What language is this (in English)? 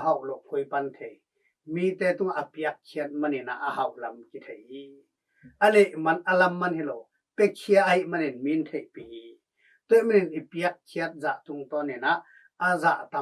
Tedim Chin